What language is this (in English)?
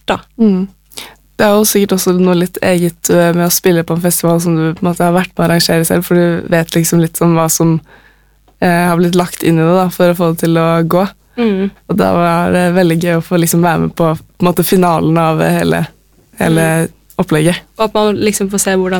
Norwegian